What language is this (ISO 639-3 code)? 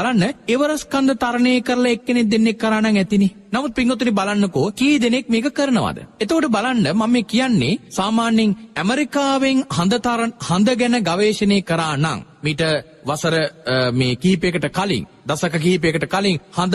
sin